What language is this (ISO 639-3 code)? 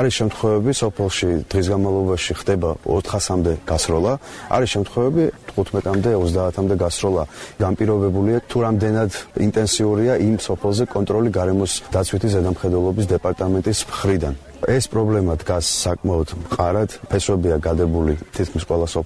kat